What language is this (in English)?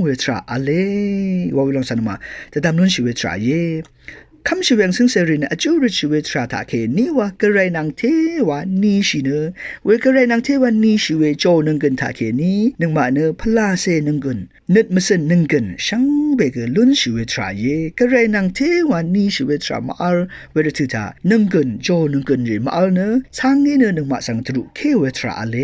Rawang